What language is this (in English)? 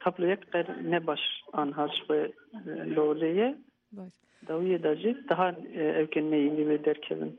Kurdish